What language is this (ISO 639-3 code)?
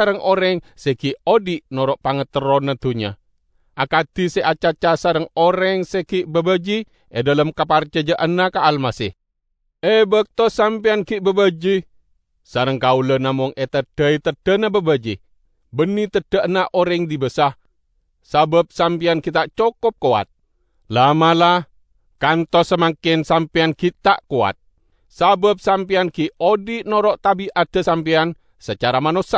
mad